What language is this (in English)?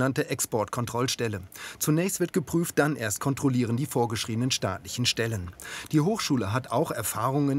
German